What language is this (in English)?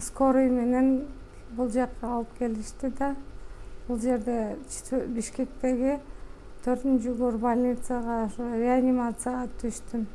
Kyrgyz